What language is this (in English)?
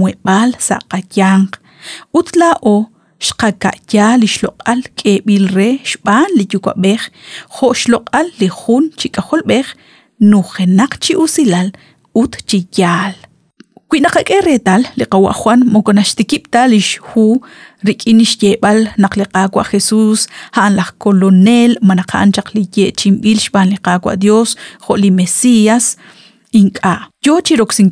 Kekchí